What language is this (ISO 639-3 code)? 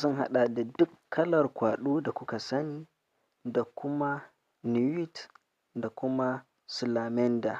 hau